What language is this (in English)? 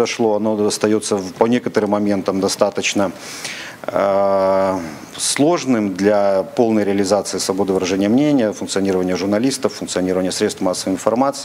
Russian